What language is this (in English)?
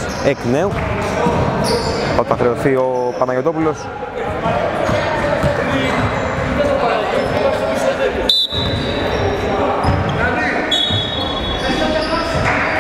Greek